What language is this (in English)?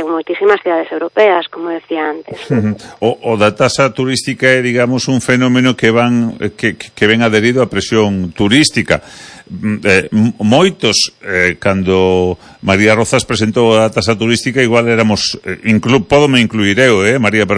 Galician